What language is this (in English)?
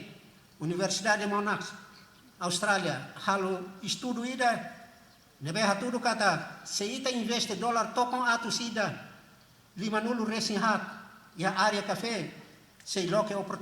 Tetum